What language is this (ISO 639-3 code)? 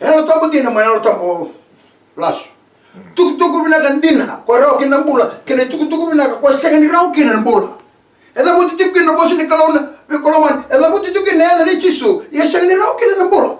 fij